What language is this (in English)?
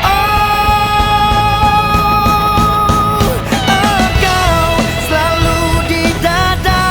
Ambonese Malay